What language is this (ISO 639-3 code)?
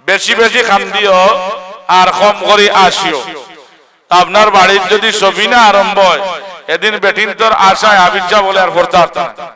syl